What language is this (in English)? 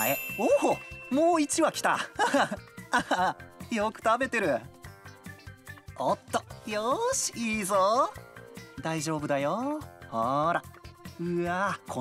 Japanese